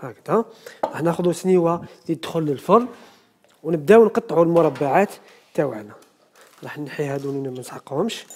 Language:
Algerian Arabic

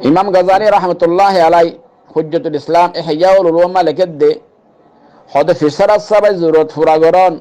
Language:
Rohingya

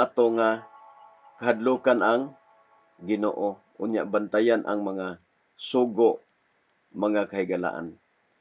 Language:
Cebuano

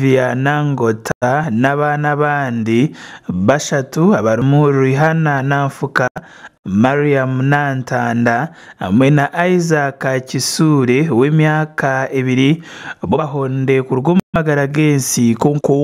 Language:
Nyankole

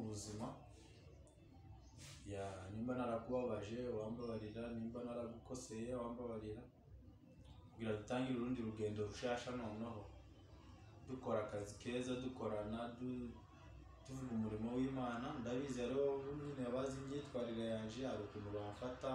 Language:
Kinyarwanda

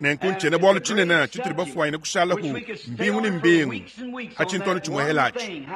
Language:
Luba-Lulua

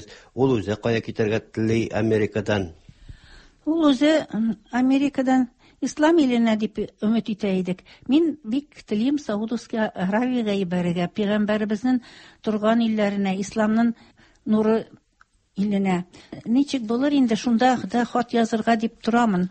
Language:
Tatar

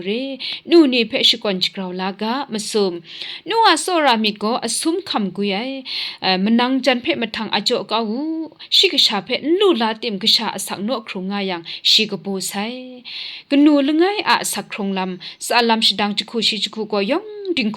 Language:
Kachin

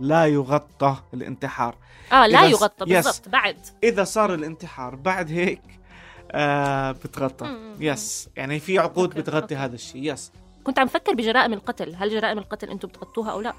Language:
North Levantine Arabic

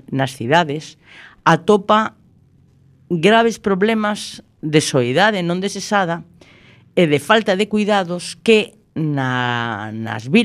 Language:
Galician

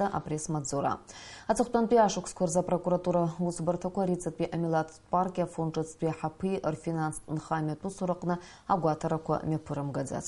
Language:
Abkhazian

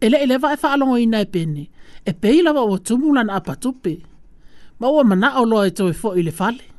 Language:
Samoan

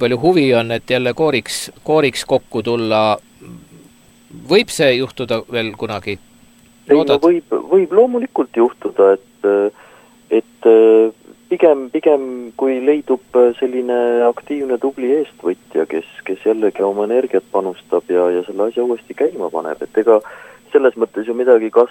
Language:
Estonian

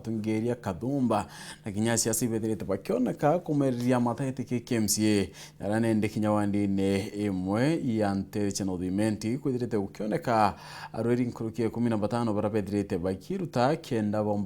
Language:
Meru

